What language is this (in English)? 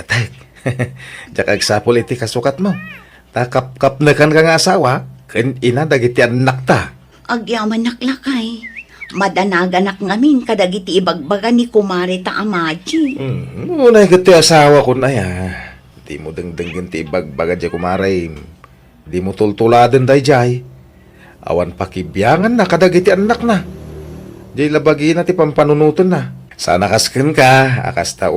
Iloko